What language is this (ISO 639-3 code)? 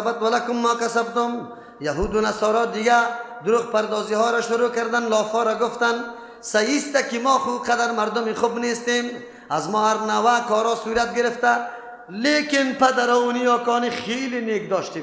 fas